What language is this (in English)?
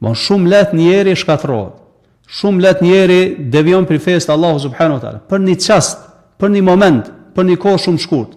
Albanian